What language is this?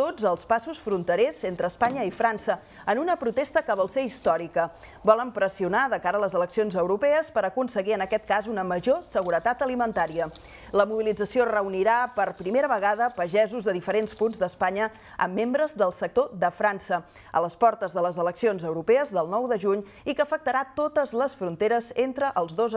Catalan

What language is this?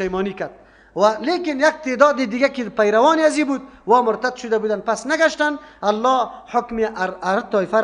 Persian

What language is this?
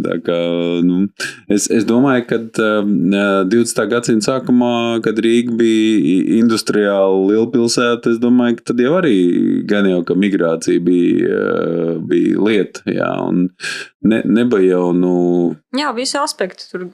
Latvian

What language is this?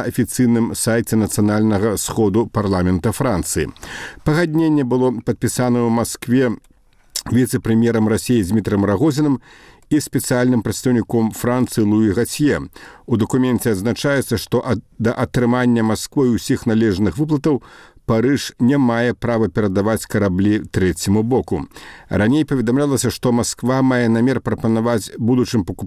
Belarusian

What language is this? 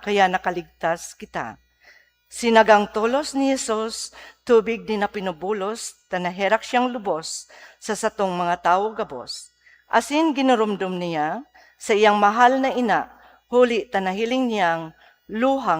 Bikol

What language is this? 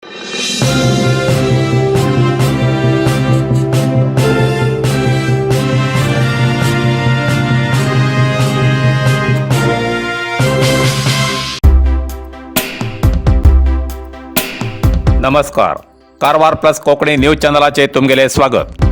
Konkani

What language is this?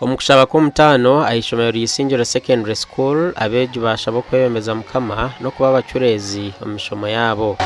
Nyankole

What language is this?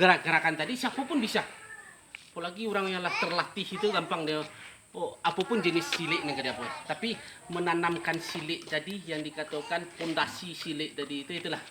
Minangkabau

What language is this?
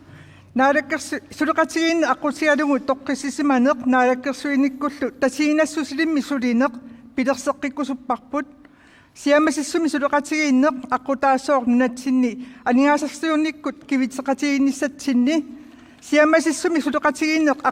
Kalaallisut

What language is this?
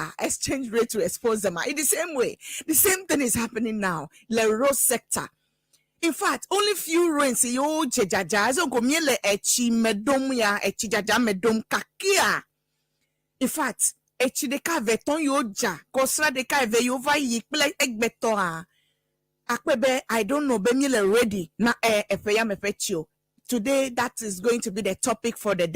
Ewe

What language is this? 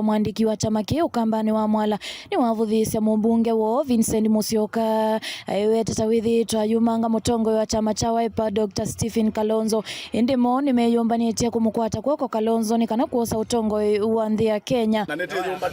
Kamba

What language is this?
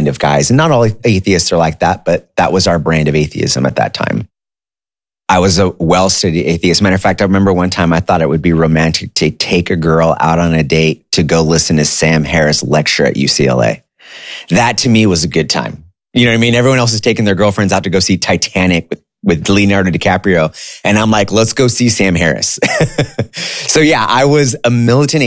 English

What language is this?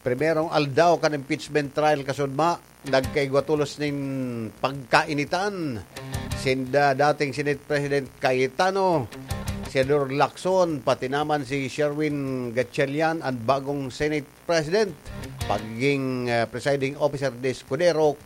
Bikol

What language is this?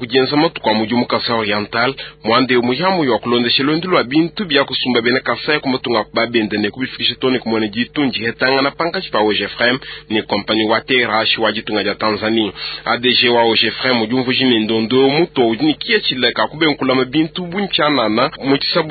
Luba-Lulua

